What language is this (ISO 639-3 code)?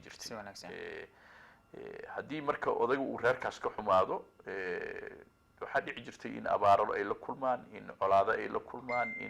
som